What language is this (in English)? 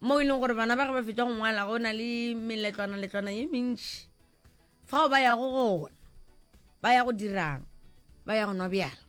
Northern Sotho